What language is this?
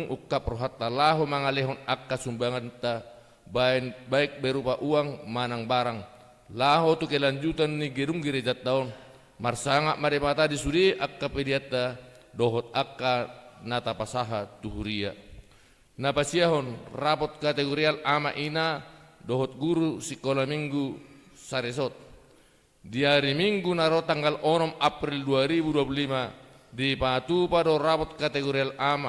Batak Toba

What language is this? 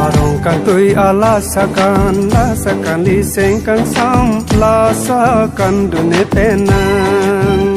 Karbi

